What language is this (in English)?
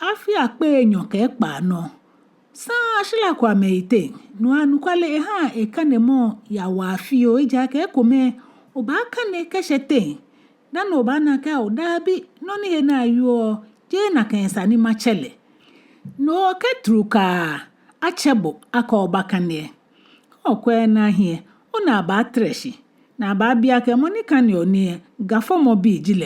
Ga